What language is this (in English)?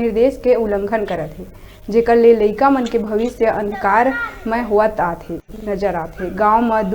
Chhattisgarhi